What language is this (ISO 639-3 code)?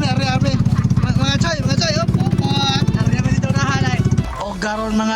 ceb